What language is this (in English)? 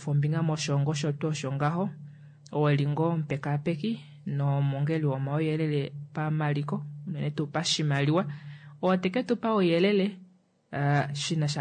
Kuanyama